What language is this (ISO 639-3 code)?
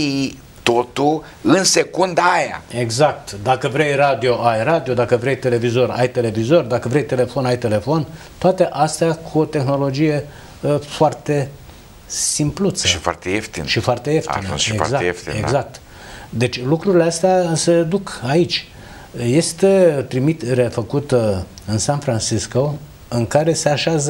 ron